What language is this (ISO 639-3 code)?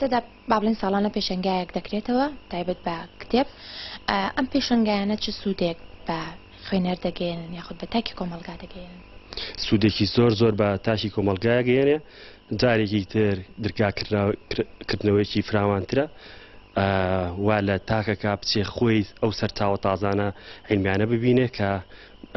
ckb